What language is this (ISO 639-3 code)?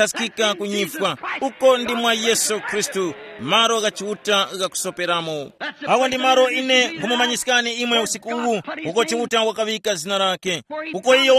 tum